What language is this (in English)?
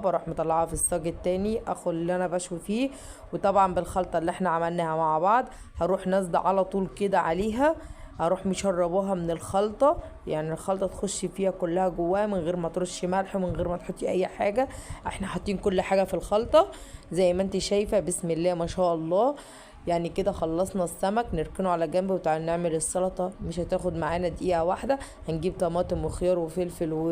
Egyptian Arabic